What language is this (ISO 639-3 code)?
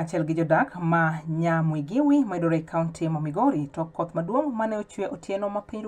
luo